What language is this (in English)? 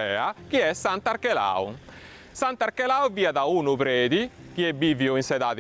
Sardinian